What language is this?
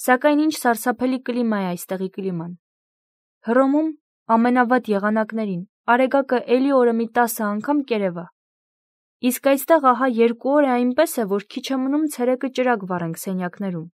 Armenian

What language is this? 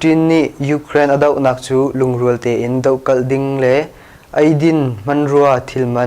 Hakha Chin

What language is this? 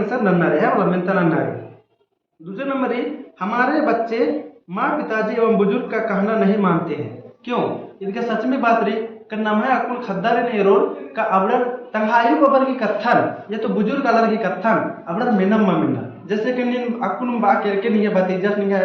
Kurukh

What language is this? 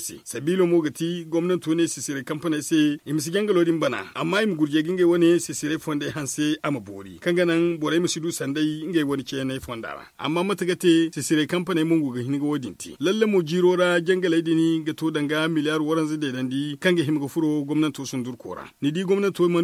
Zarma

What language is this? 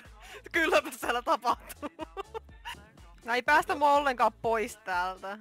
Finnish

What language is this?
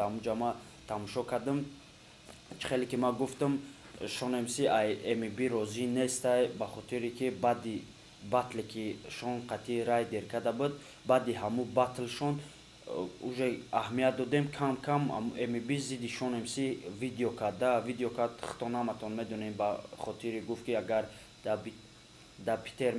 Tajik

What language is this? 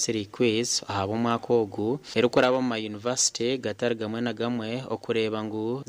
Nyankole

